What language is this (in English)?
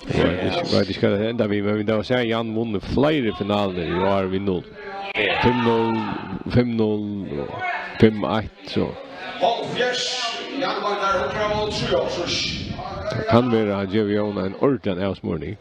Faroese